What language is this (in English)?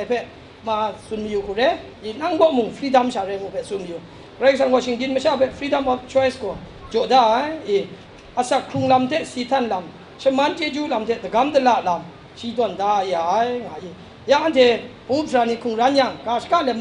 Kachin